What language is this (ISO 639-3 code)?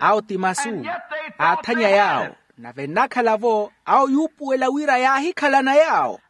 vmw